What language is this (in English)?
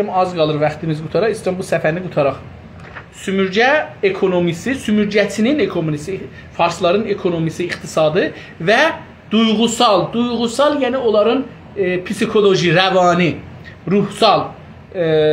South Azerbaijani